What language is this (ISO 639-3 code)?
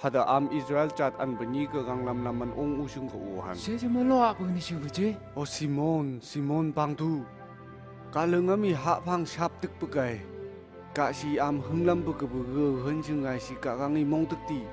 nph